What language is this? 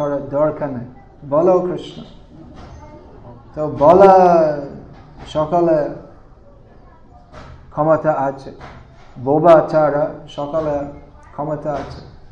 Bangla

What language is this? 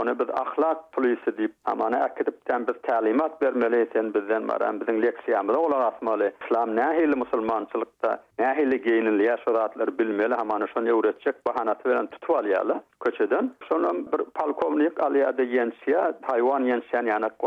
Turkmen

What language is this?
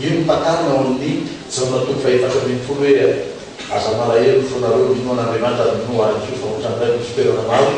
Malagasy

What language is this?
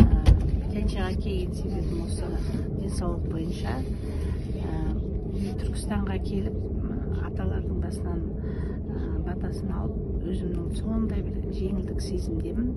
Kazakh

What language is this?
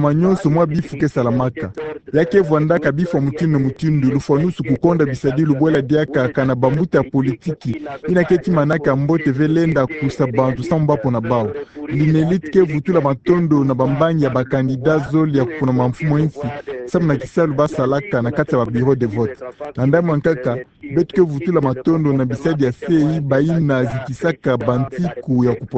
Kituba (Democratic Republic of Congo)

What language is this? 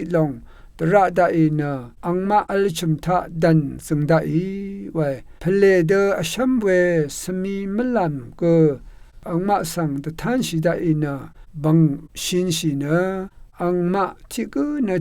Rawang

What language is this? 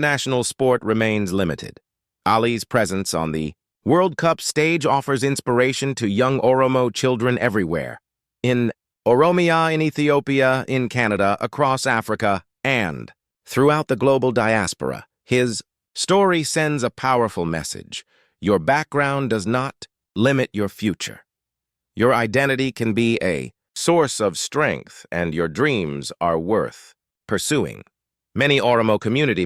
English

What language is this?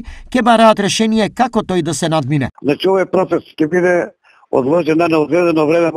Macedonian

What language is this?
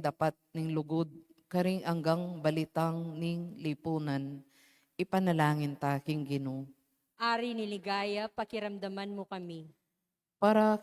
Pampanga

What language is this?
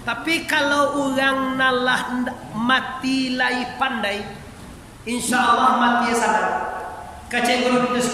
Minangkabau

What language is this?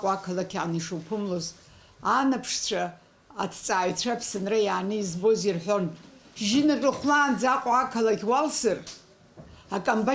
Abkhazian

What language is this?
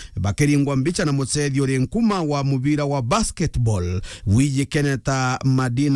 Meru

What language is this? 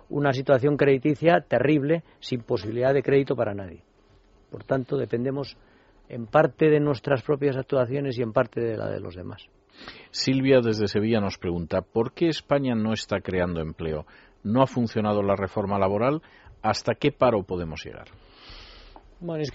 Spanish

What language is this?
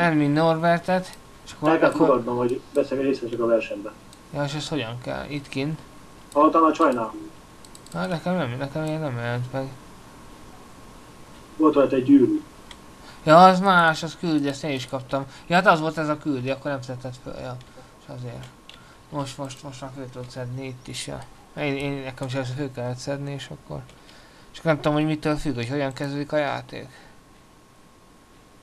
Hungarian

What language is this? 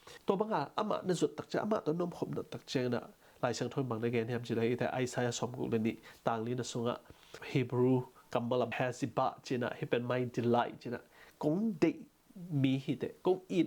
Tedim Chin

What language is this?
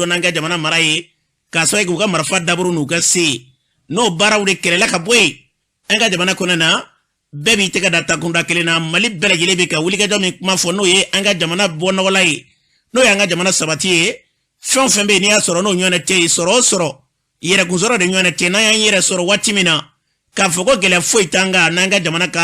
Bambara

